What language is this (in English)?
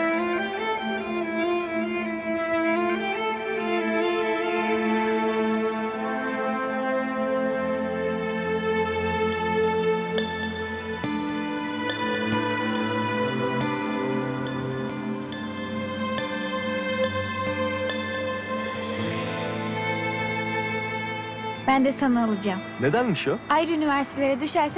Turkish